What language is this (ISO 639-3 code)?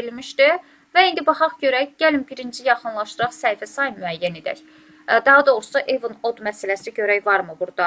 aze